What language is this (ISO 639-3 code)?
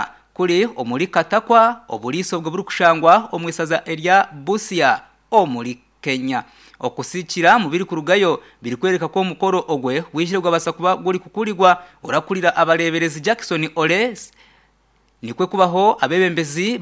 nyn